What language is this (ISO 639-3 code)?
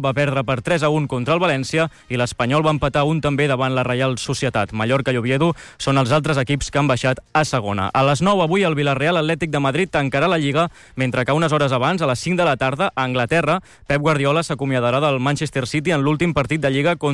cat